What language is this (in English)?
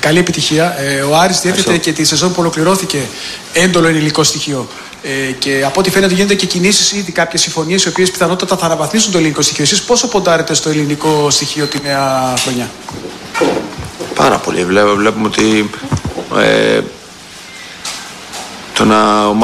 Greek